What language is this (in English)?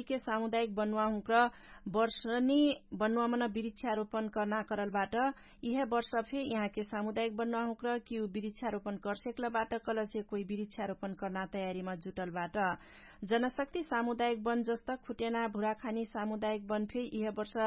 Dangaura Tharu